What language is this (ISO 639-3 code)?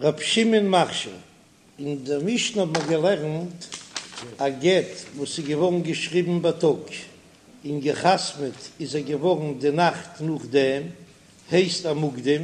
yid